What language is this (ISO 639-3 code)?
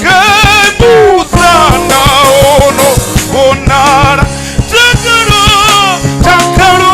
ven